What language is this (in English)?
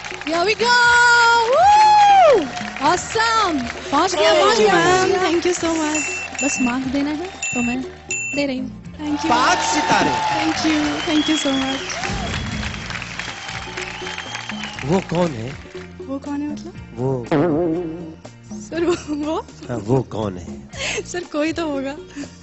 Hindi